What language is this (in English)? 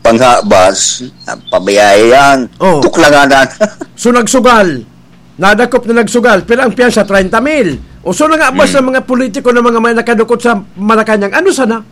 Bikol